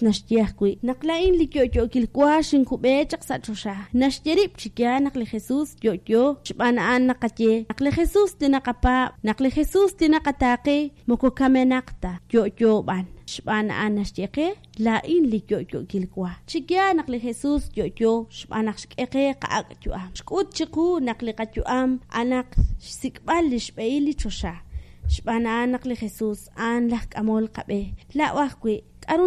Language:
Kekchí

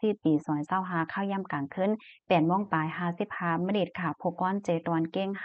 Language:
Shan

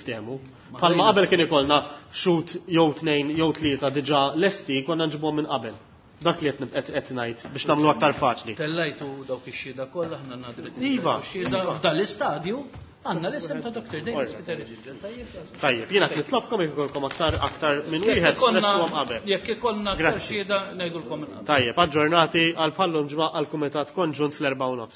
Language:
Maltese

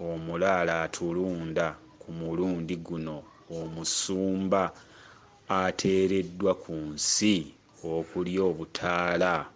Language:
Ganda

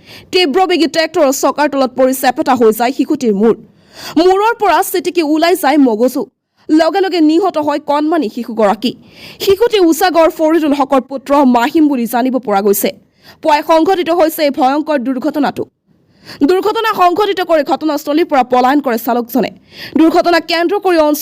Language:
Assamese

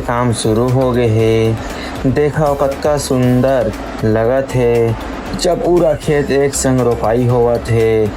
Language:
Chhattisgarhi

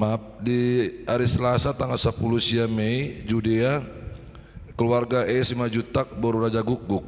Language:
Batak Toba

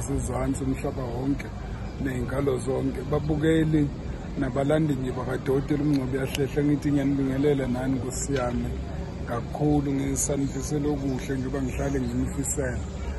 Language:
Zulu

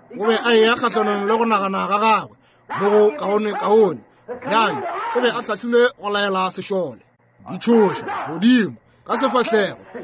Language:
Northern Sotho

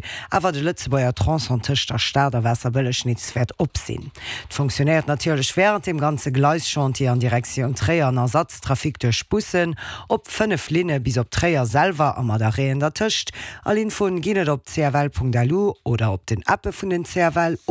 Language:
Luxembourgish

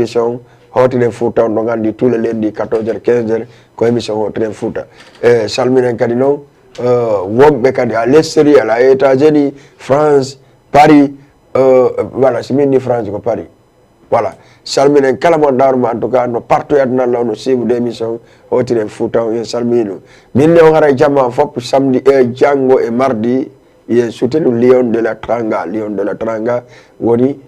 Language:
Fula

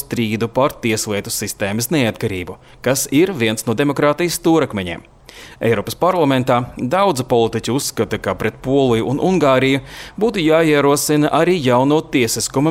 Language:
Latvian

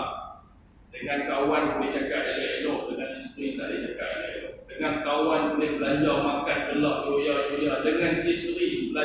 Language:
Malay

